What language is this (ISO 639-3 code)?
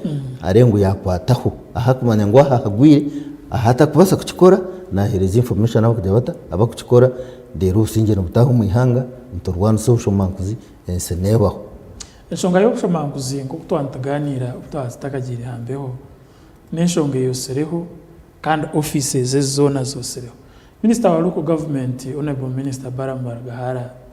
nyn